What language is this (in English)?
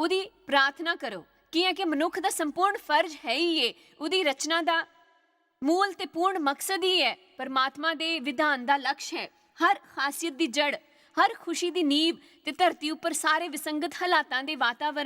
Dogri